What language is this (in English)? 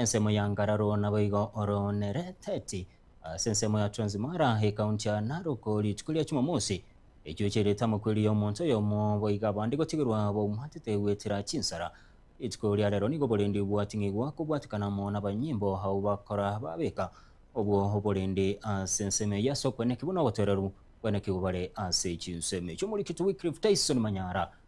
Gusii